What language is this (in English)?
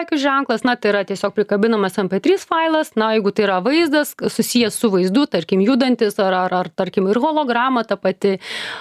Lithuanian